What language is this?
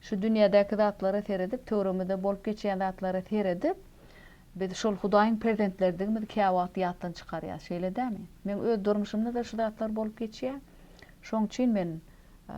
Turkmen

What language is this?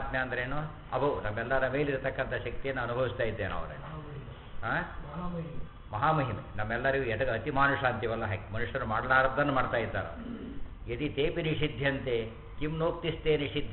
Kannada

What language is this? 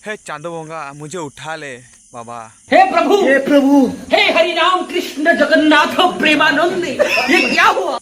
Santali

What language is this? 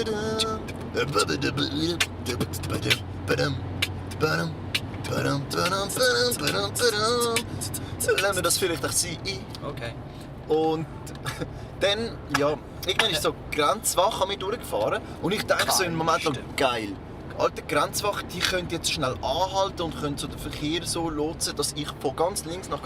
Swiss German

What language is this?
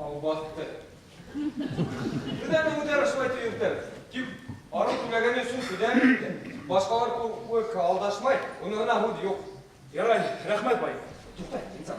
Bashkir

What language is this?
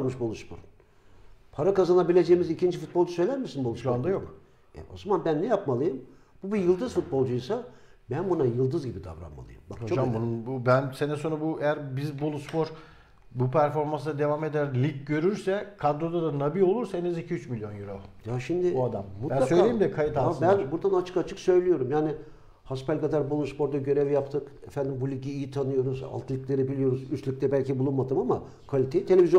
Turkish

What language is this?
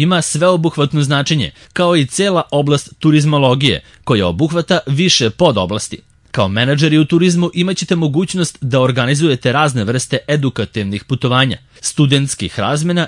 Serbian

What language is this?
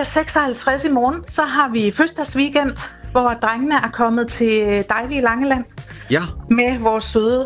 Danish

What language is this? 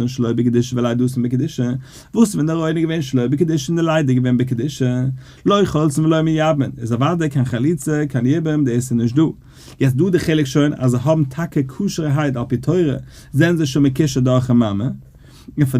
Yiddish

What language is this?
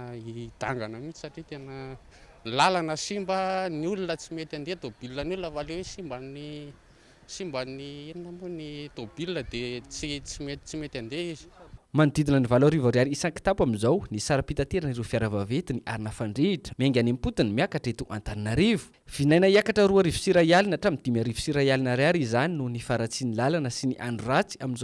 Malagasy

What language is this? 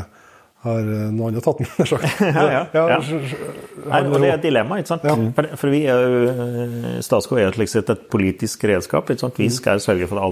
Norwegian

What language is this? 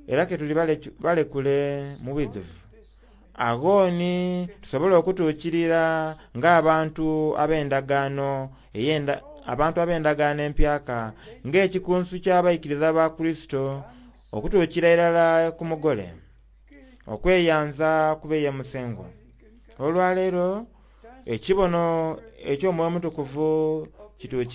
Soga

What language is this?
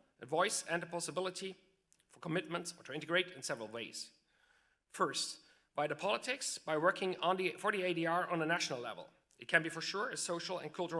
Luxembourgish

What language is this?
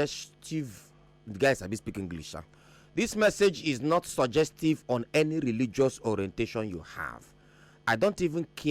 Nigerian Pidgin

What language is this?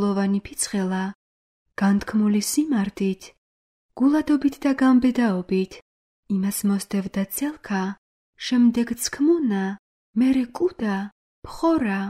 Georgian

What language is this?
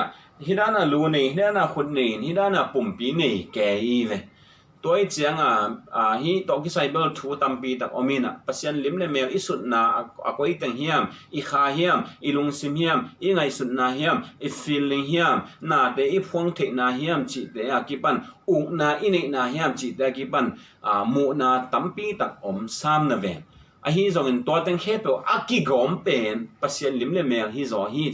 Tedim Chin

